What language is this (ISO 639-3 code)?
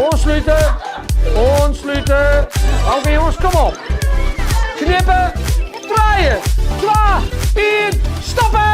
fry